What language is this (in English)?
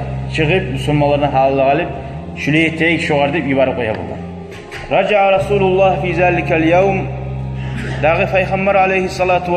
Kumyk